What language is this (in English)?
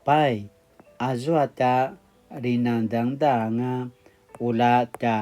Paiwan